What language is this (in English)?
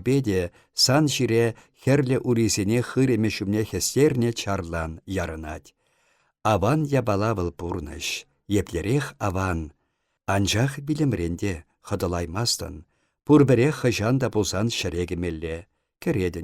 Chuvash